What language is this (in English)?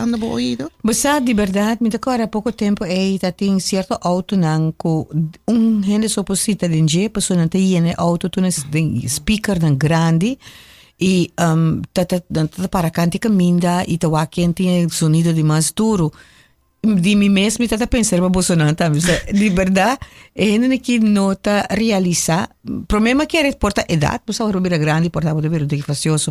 Papiamento